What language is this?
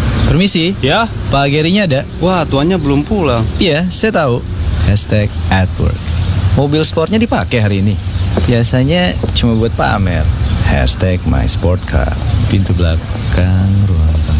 Indonesian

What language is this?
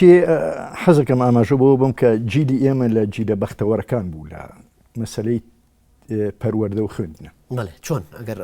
Central Kurdish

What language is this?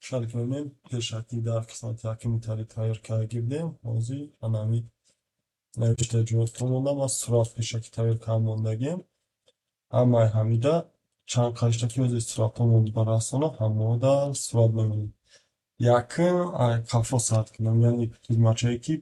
Tajik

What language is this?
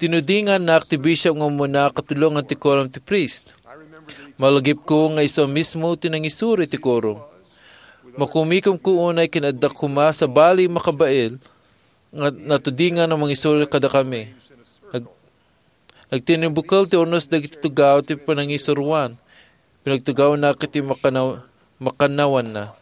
Iloko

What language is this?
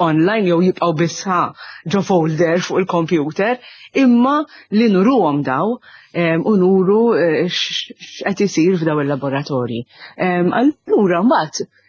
Maltese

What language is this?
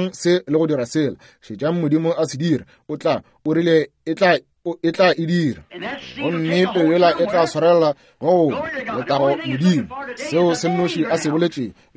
Northern Sotho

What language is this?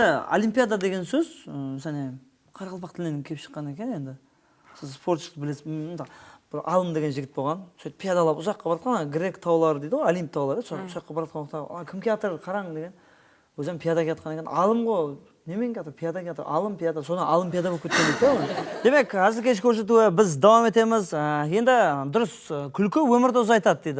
Kara-Kalpak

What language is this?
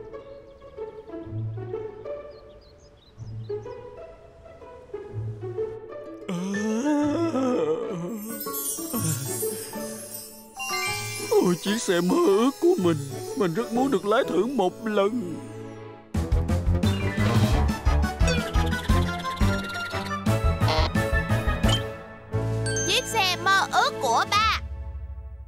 Vietnamese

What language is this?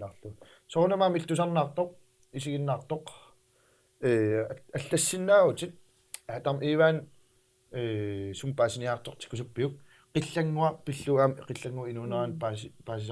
Kalaallisut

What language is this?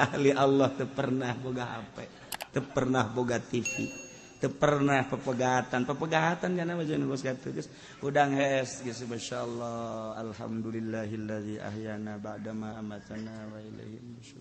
Sundanese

